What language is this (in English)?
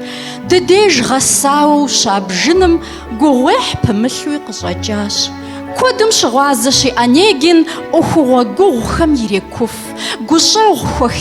Kabardian